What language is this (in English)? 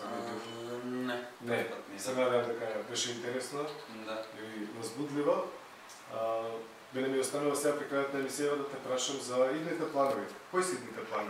Macedonian